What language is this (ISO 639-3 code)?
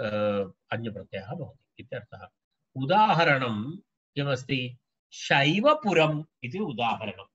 san